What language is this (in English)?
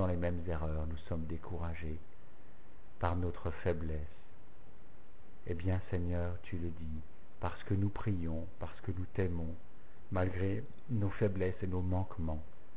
French